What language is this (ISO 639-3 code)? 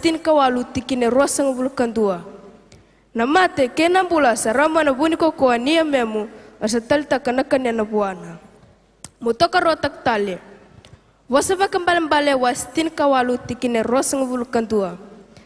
fij